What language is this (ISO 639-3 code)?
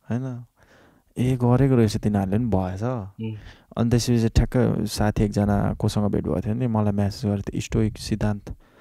nep